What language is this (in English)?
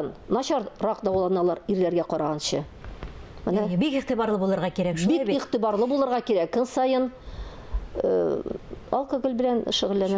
Tatar